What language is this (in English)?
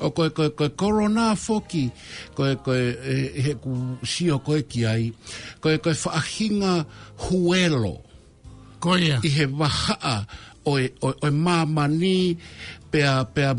Tongan